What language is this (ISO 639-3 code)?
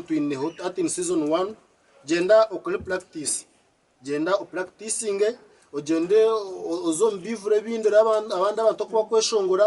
nyn